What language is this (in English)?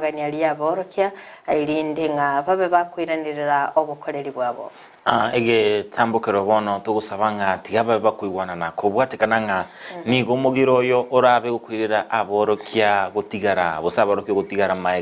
Gusii